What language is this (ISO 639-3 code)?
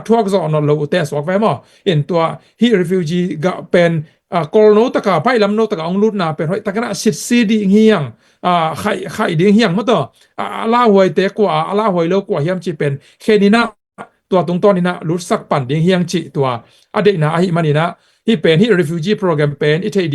ctd